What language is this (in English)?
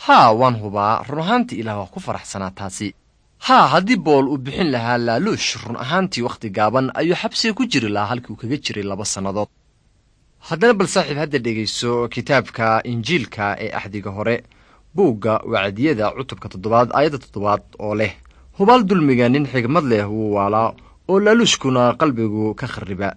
Somali